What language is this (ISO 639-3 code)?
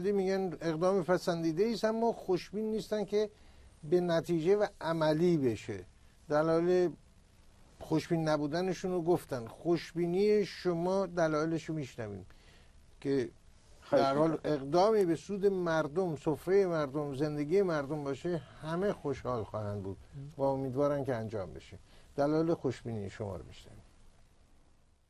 fas